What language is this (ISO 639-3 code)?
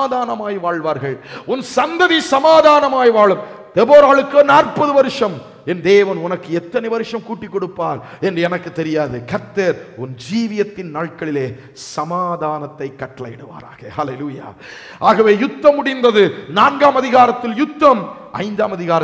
tam